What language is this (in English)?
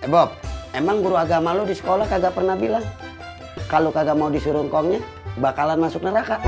Betawi